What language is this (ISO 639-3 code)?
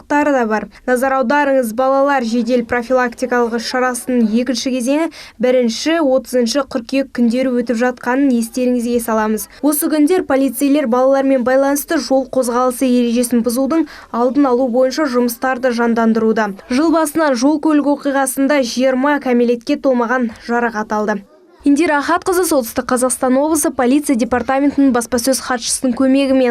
kaz